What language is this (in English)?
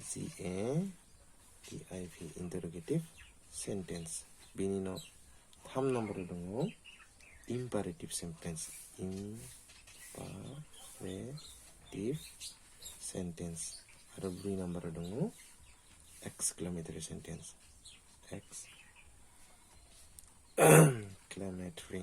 Bodo